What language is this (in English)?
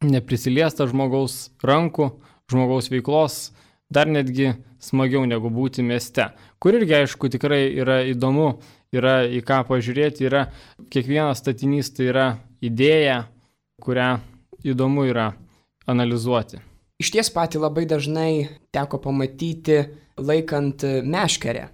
Lithuanian